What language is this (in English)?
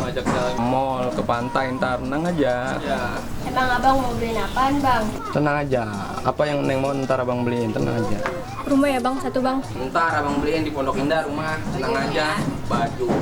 Betawi